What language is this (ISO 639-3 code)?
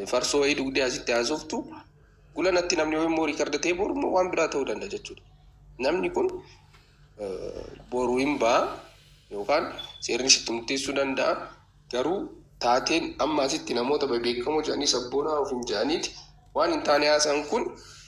orm